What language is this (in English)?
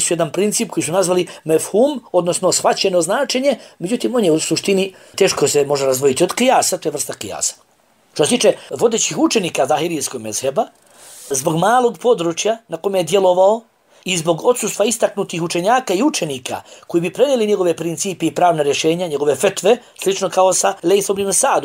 Bosnian